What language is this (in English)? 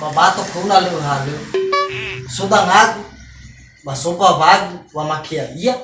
Nias